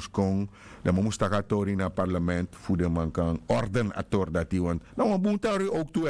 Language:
Sranan Tongo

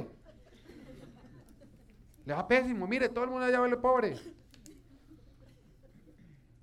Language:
Spanish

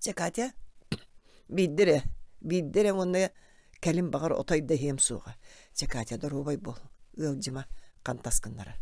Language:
Yakut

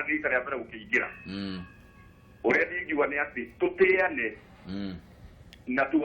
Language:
Kikuyu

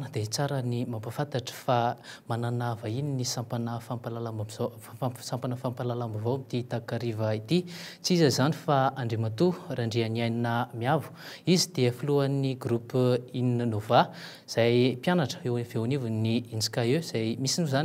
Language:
Malagasy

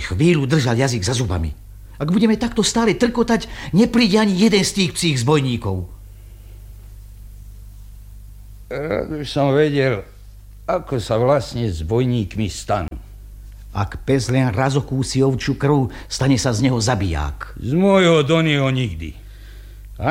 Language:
Slovak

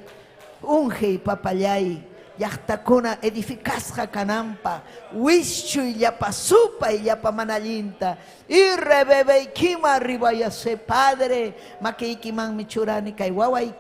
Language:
Ayacucho Quechua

